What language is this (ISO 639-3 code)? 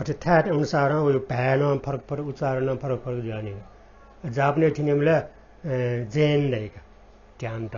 new